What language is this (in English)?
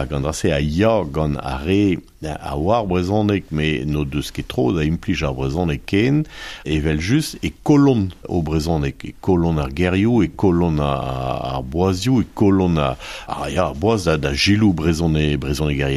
Breton